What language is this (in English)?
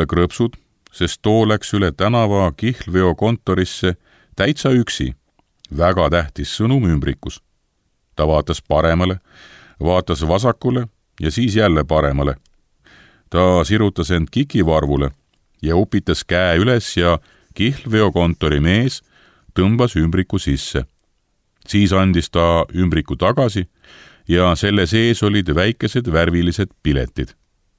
Estonian